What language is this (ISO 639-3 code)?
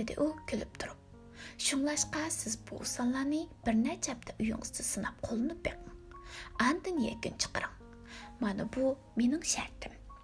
uig